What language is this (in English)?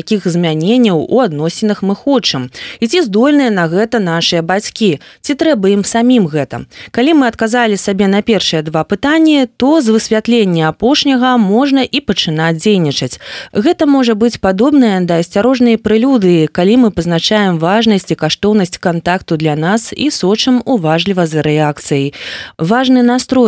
Belarusian